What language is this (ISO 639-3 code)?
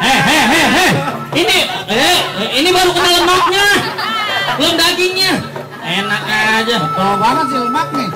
bew